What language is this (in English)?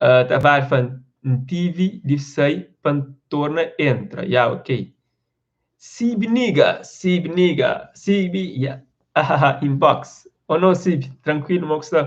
Kabuverdianu